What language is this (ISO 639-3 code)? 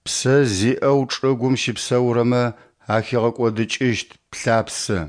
ady